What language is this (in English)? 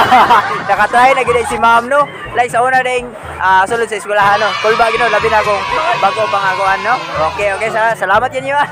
Cebuano